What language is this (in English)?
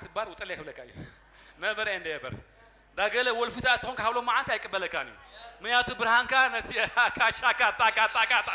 Tigrinya